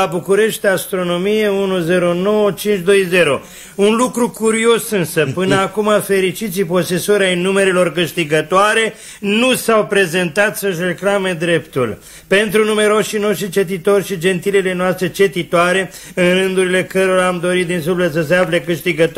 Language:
Romanian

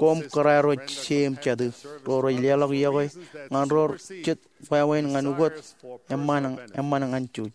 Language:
Marshallese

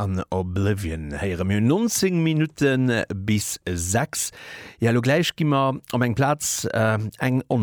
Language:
Luxembourgish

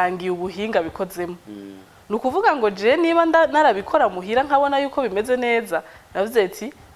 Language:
Rundi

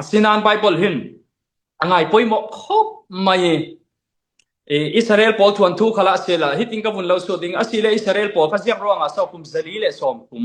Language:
Falam Chin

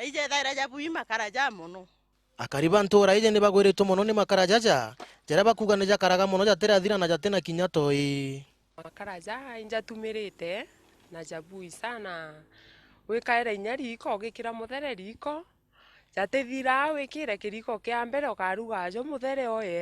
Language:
Meru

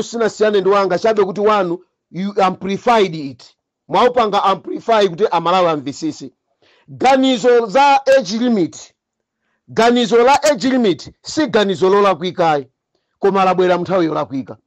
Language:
Nyanja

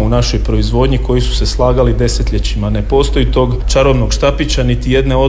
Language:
Croatian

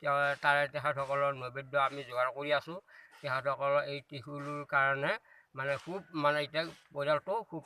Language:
Assamese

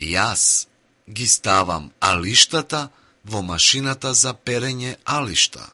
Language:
Macedonian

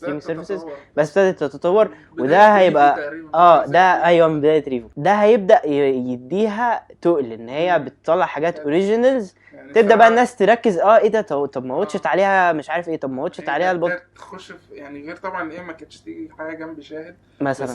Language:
Egyptian Arabic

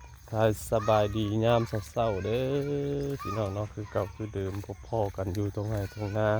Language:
Northeastern Thai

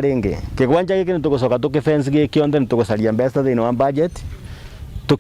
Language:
Meru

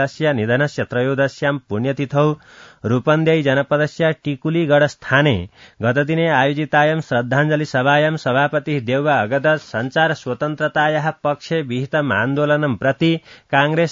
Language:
Sanskrit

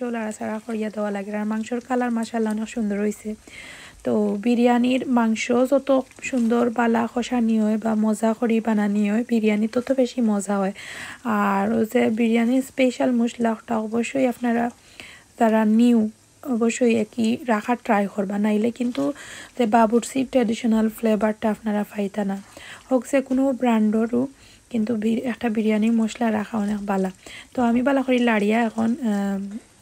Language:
Sylheti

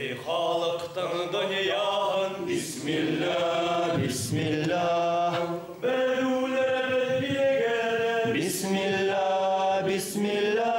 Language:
Bashkir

